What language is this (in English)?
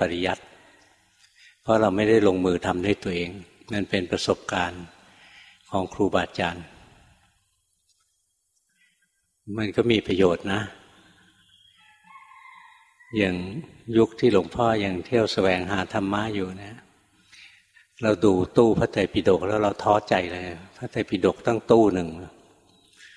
Thai